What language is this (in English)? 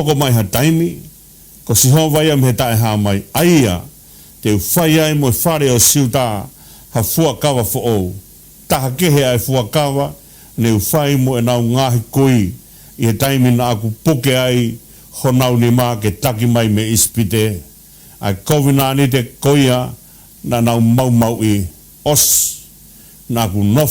Tongan